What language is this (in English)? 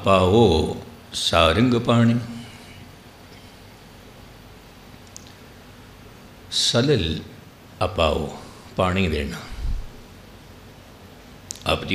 Punjabi